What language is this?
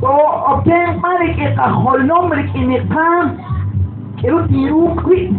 Kekchí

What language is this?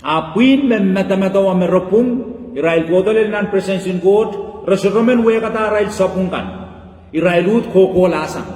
Pohnpeian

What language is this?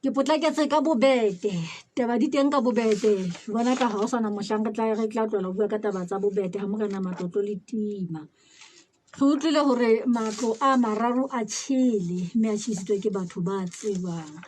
Southern Sotho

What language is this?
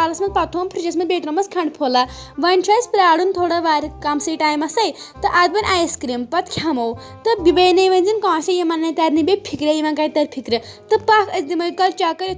Kashmiri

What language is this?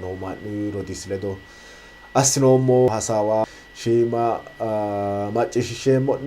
Sidamo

